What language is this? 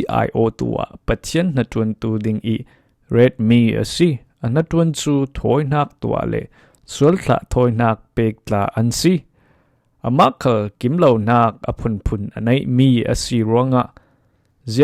Falam Chin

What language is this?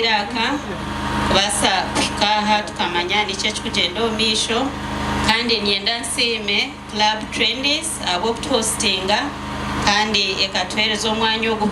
Nyankole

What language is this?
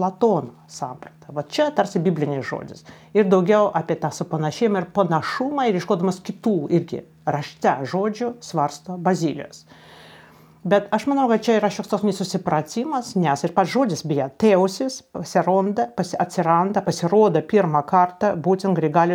Lithuanian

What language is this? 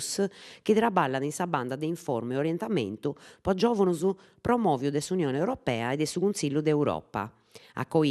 Sardinian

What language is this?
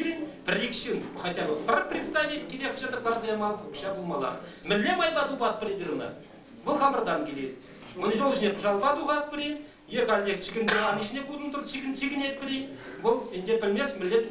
Chuvash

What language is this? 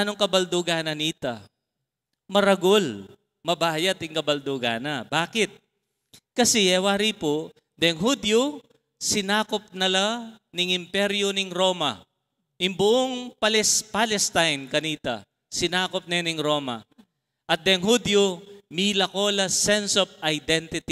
Pampanga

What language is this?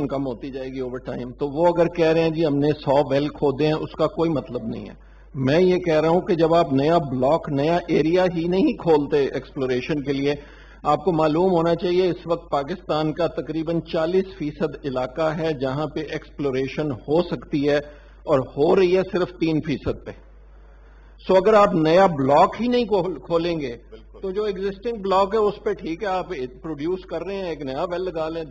Urdu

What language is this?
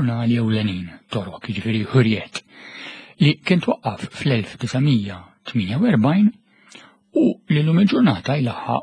Maltese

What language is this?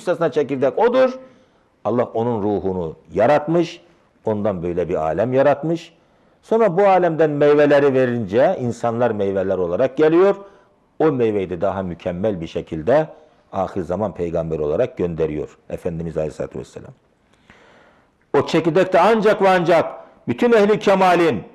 Turkish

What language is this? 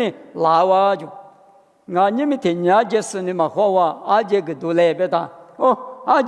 Lisu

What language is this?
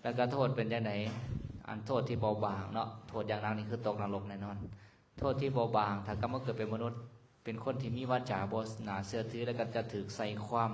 Lao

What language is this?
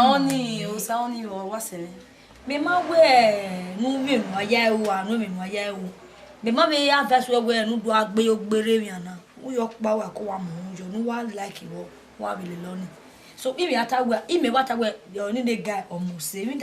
Bini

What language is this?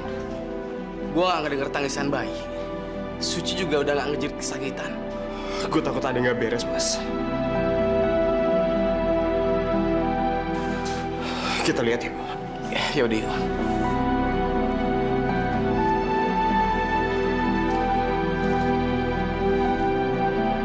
Indonesian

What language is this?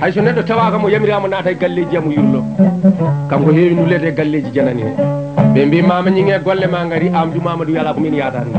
Fula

